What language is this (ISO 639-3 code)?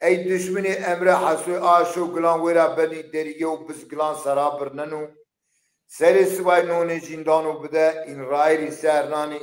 zza